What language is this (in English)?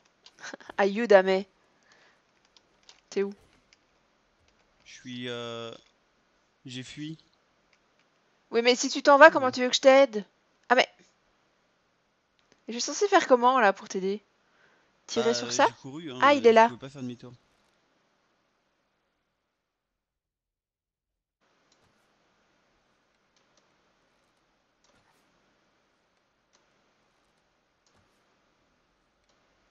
French